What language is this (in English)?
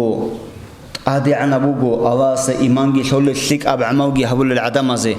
Avaric